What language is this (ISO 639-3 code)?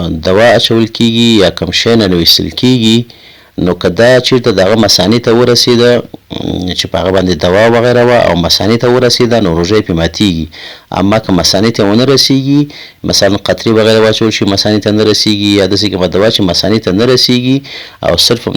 pus